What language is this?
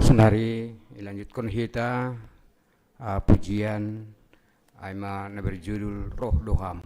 Batak Simalungun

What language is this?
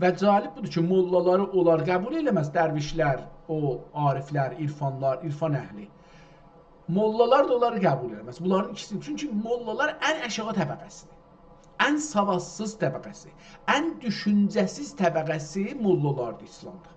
South Azerbaijani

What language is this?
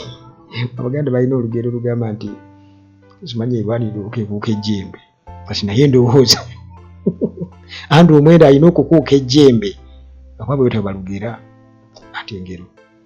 Ganda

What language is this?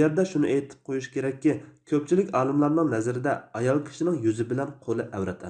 Uyghur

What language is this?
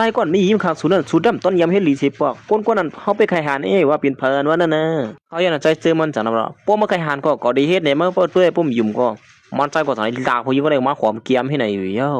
Shan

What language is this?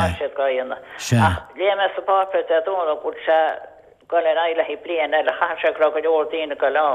Irish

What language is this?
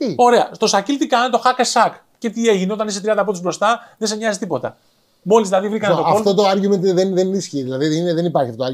Greek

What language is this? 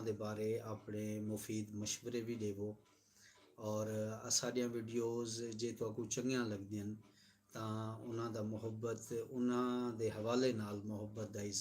Saraiki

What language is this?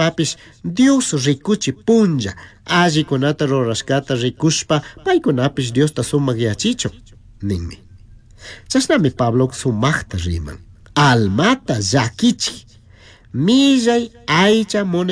Chimborazo Highland Quichua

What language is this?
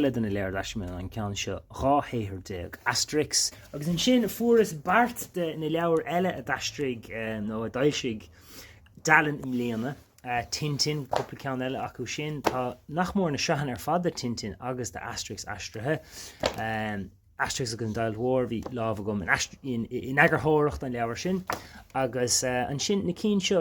Irish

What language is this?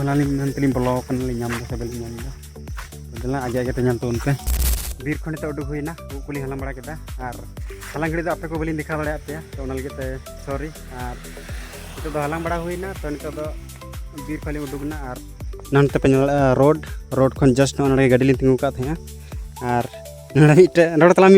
Santali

